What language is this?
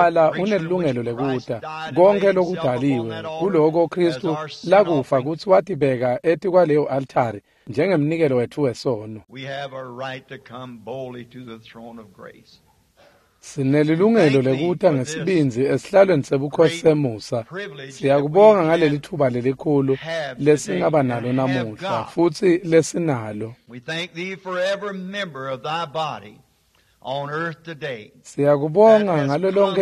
Swati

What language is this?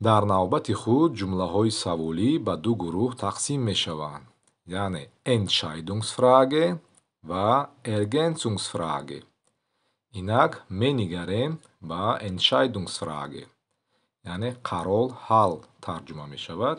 Tajik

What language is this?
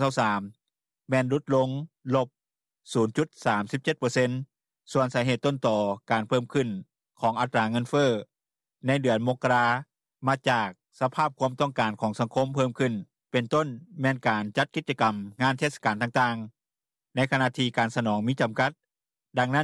Lao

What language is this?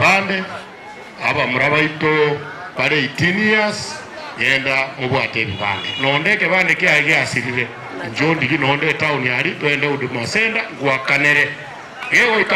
Gusii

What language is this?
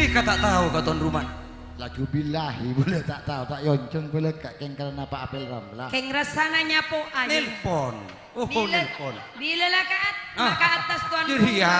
Madurese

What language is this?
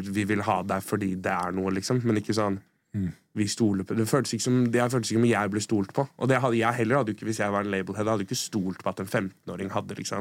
Norwegian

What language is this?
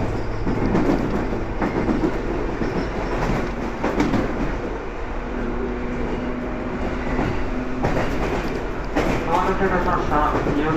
Japanese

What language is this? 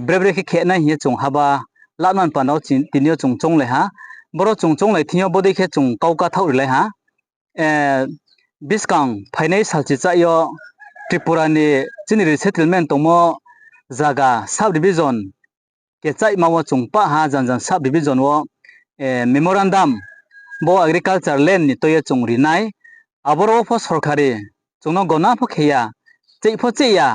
Riang (India)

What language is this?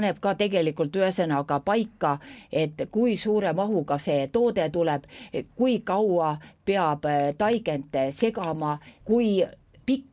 Estonian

